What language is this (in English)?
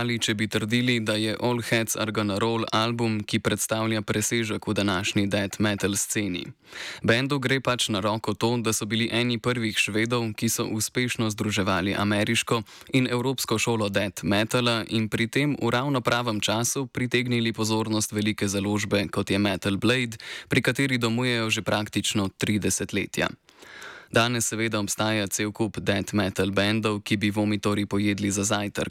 Slovenian